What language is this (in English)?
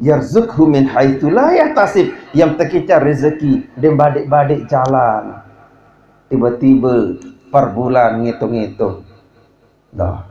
Sasak